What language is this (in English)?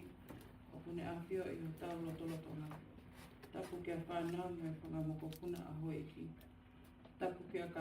Tongan